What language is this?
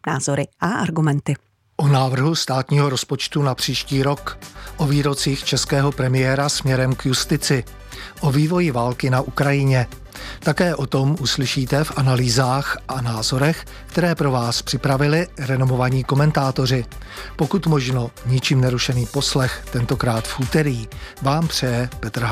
Czech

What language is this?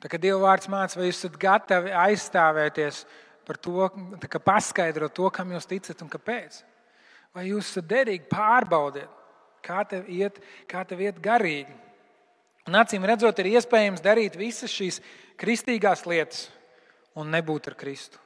Latvian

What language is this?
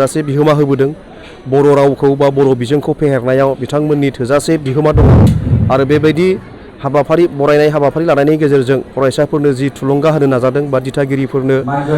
Bodo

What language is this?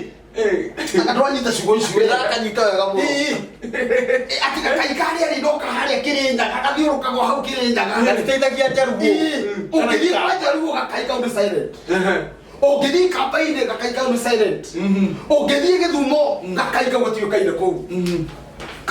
Kikuyu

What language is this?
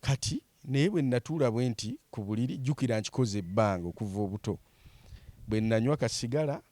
Ganda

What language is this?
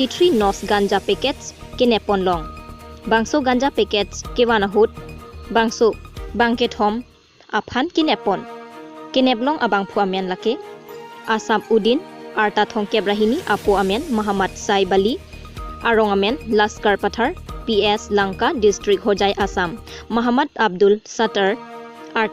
Karbi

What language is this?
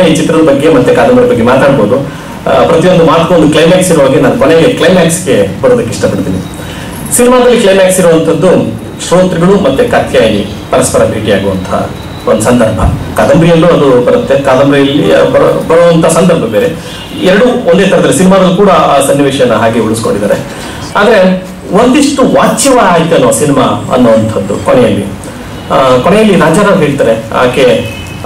Kannada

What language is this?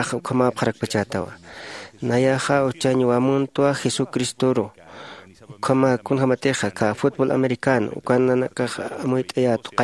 Aymara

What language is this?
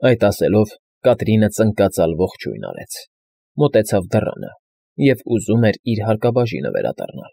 Armenian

